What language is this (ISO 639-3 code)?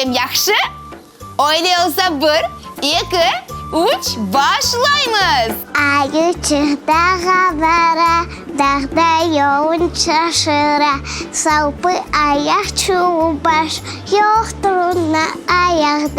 crh